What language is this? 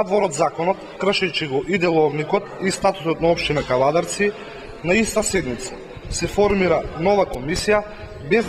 Macedonian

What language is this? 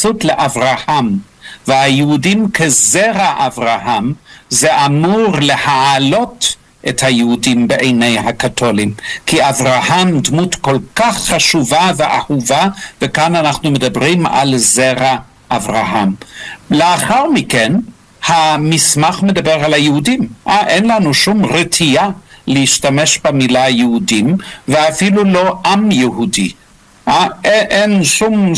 Hebrew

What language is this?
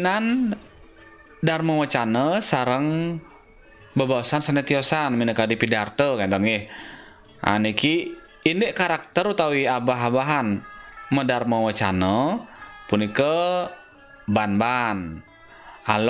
Balinese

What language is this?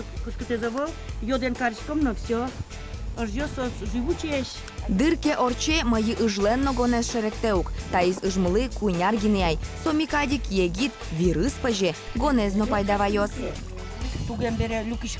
Udmurt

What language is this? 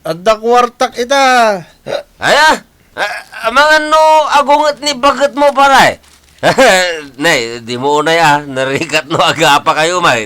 Iloko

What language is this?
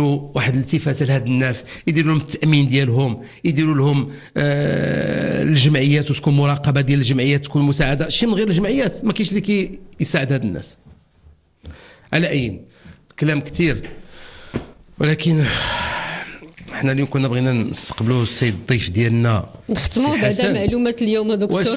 Moroccan Arabic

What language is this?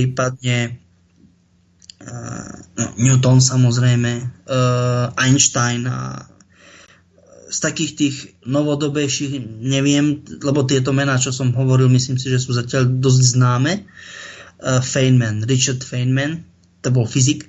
Slovak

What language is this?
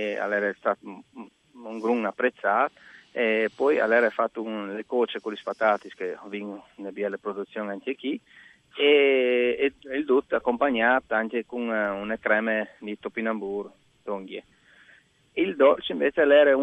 Friulian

